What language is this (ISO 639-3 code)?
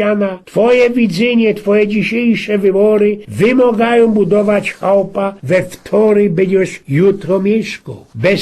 szl